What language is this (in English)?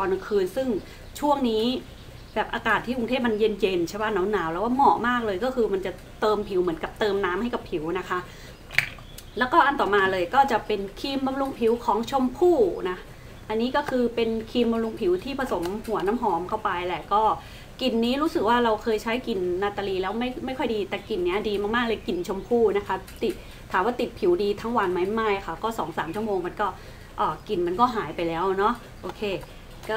Thai